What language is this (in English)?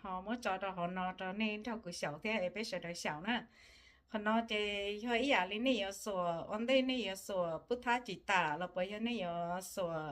Hmong